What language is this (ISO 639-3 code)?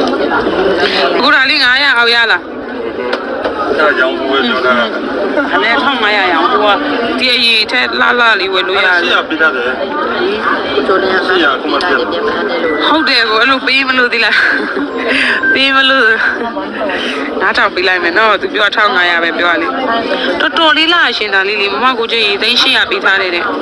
mya